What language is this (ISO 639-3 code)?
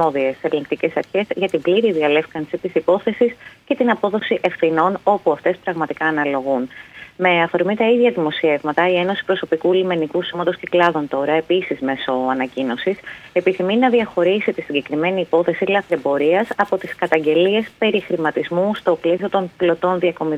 ell